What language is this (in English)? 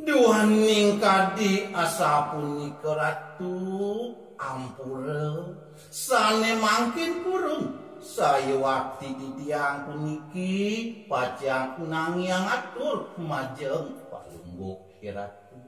Balinese